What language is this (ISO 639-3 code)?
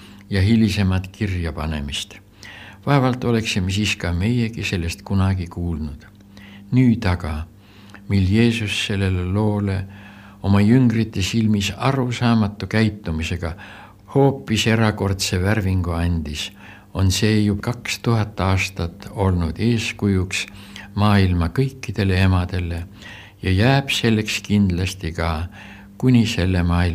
est